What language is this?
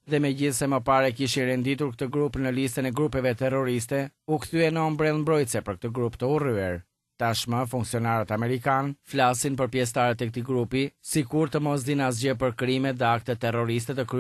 Albanian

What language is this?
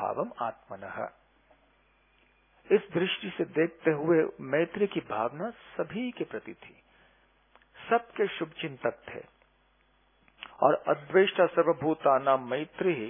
Hindi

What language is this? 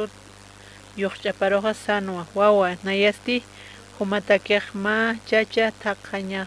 Aymara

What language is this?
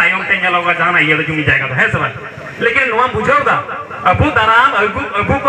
Santali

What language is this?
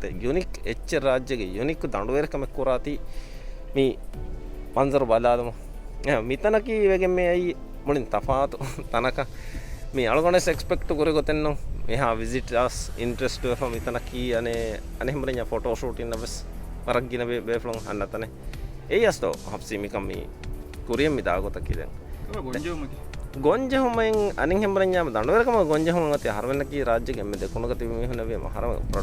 Divehi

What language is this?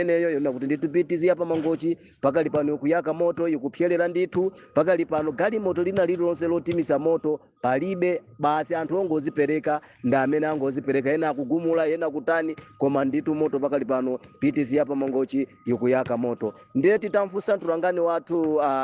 Nyanja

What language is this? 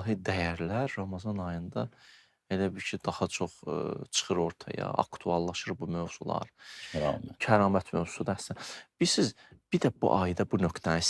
Azerbaijani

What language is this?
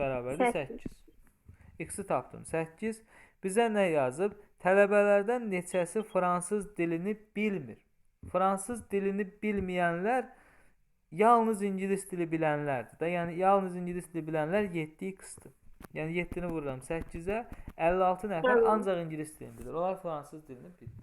Azerbaijani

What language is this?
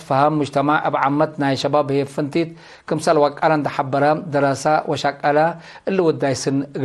Tigre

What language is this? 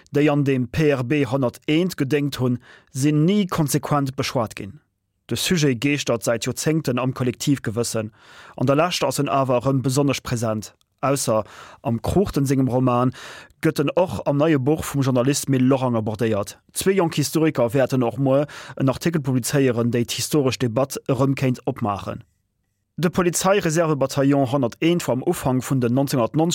Luxembourgish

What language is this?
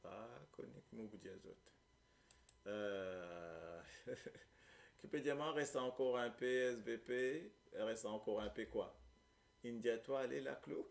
Morisyen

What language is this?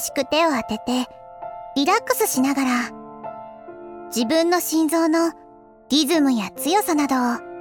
Japanese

